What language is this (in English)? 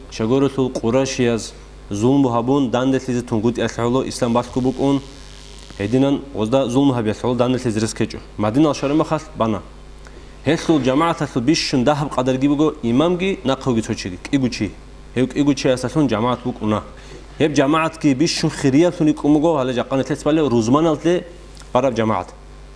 Avaric